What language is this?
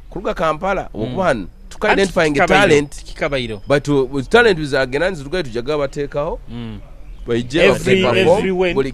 Nyoro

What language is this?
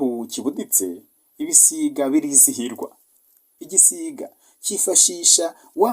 Kinyarwanda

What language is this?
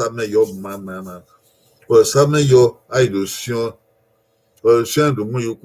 Bini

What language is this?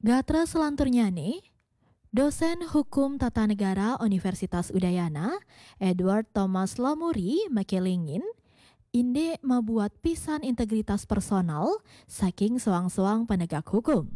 Balinese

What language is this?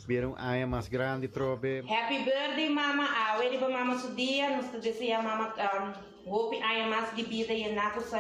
Papiamento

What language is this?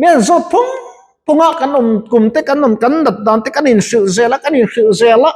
Mizo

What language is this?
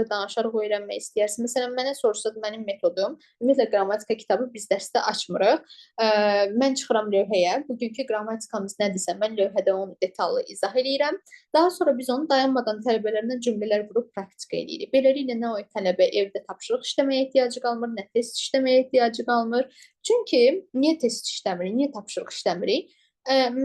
Azerbaijani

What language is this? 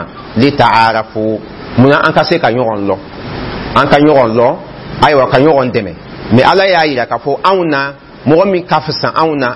Dyula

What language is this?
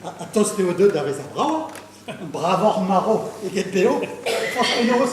Breton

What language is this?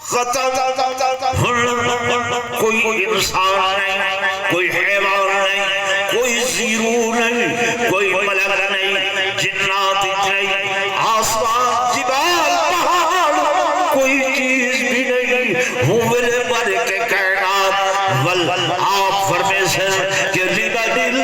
Saraiki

